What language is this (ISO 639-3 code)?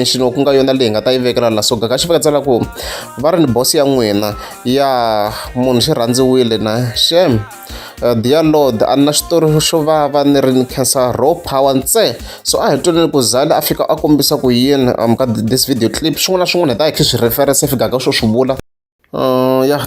tso